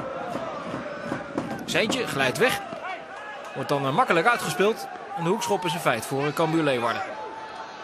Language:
Dutch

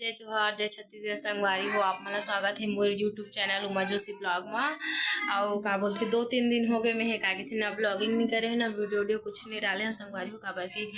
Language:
Chhattisgarhi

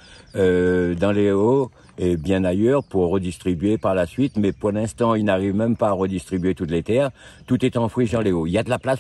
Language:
Réunion Creole French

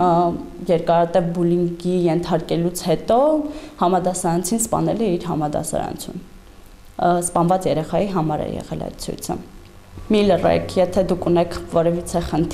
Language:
Armenian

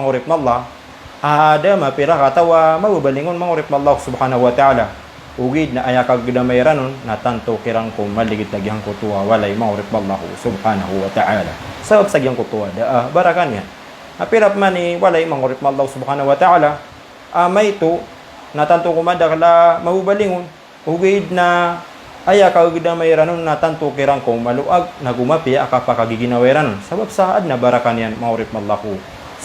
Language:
Maranao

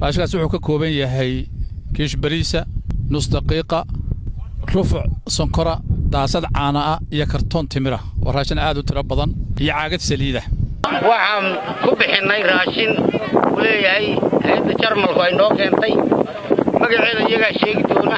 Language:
Somali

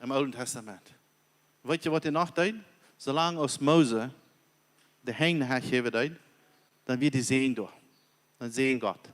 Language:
Plautdietsch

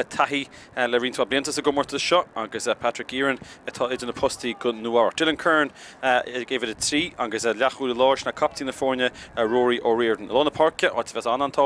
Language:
Irish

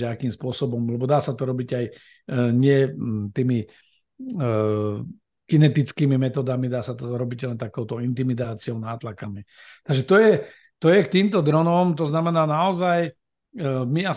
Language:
Slovak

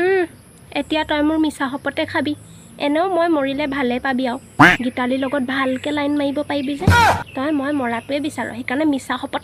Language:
Assamese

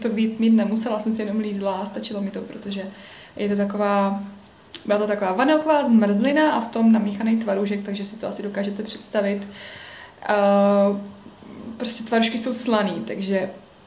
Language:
Czech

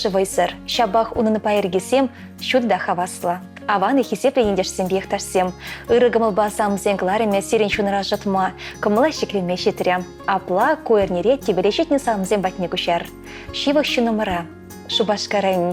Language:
Chuvash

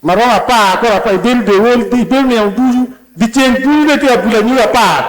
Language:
Acoli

